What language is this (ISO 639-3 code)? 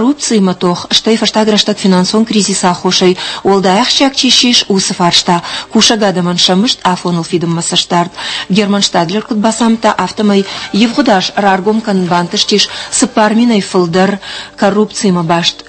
oss